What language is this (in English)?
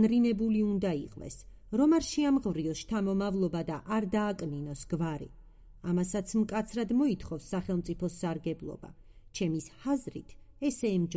Georgian